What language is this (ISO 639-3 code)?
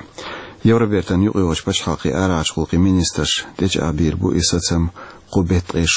che